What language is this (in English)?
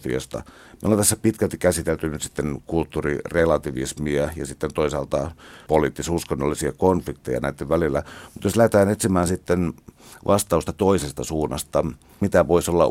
Finnish